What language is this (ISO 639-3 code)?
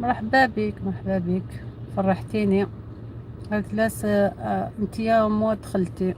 arq